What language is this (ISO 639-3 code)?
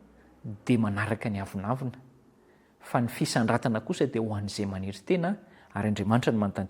mlg